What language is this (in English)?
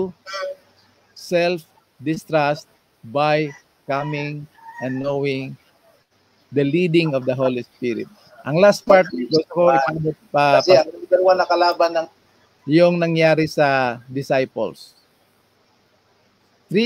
Filipino